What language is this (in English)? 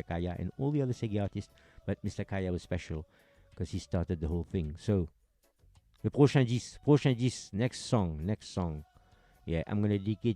Morisyen